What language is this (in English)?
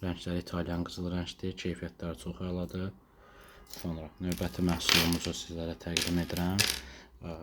Azerbaijani